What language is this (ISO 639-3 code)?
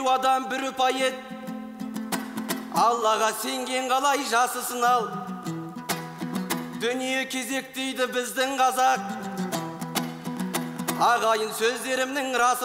kaz